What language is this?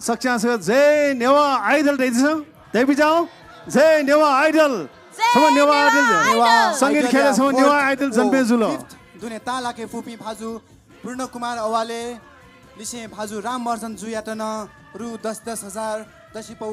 Newari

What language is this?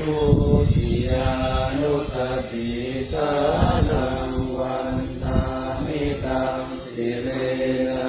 Pali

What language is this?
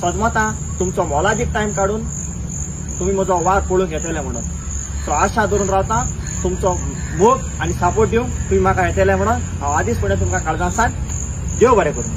Konkani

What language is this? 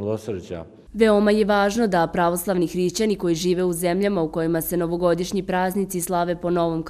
Serbian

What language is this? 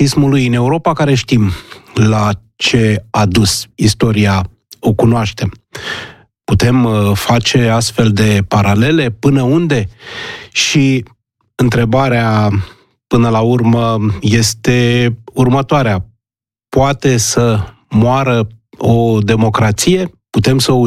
Romanian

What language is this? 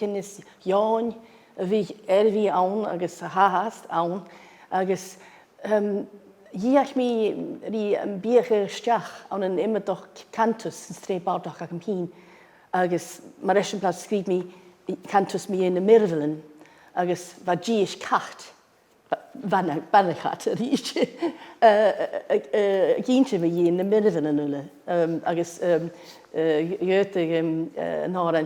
Scottish Gaelic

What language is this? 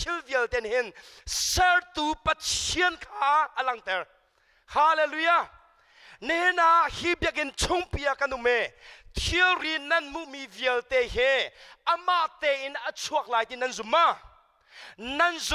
Hakha Chin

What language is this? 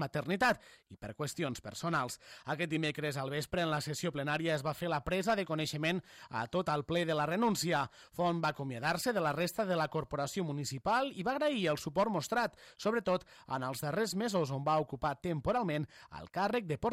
Catalan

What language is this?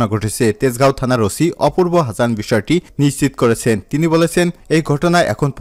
Bangla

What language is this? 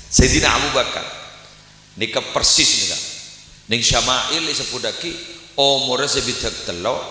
Madurese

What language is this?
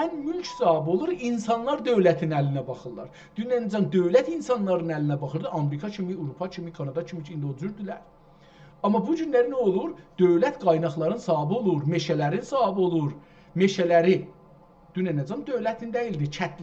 South Azerbaijani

